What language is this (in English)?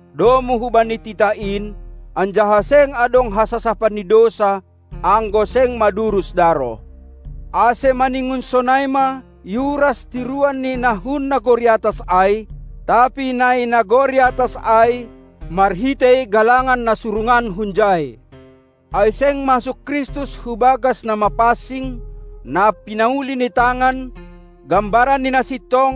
Batak Simalungun